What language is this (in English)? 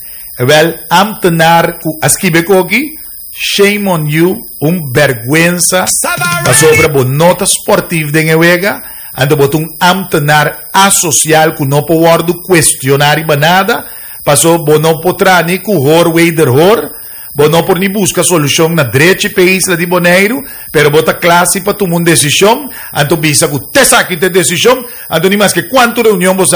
Papiamento